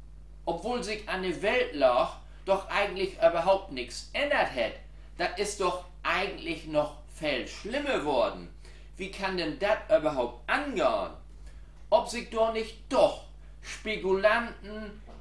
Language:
Low German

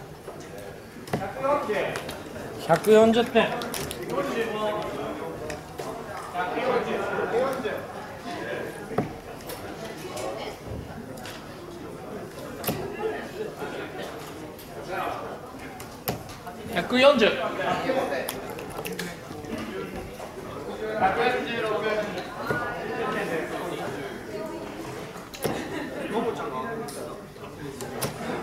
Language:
Japanese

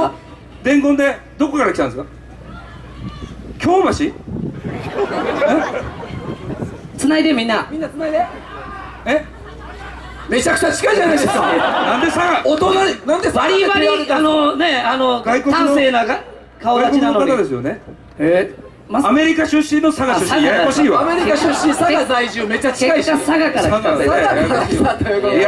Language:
Japanese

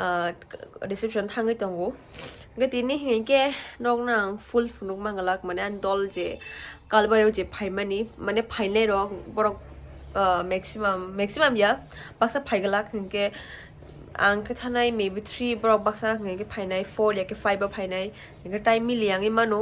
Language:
Kok Borok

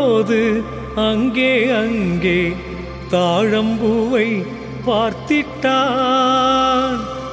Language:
Tamil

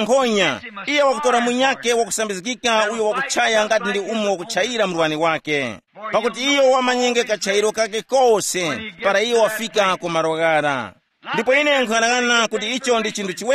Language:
Tumbuka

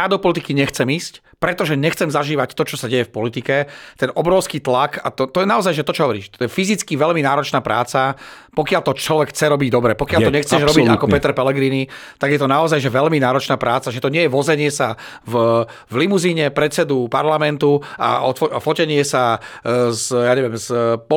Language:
Slovak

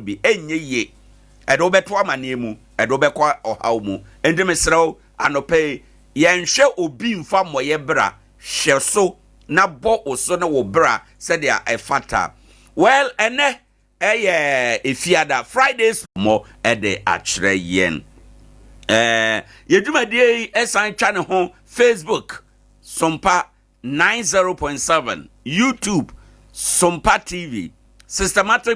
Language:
Akan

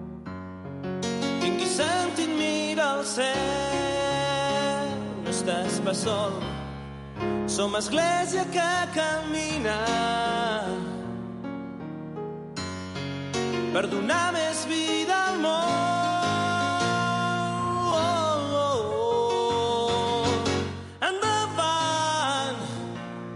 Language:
Catalan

